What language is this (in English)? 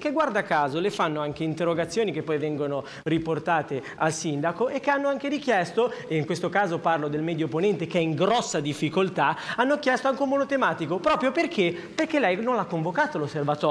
Italian